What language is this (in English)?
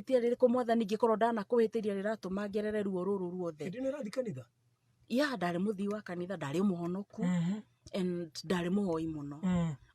Kikuyu